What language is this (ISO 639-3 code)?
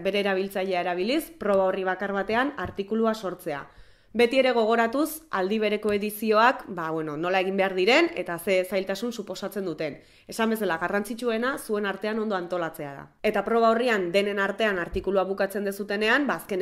eus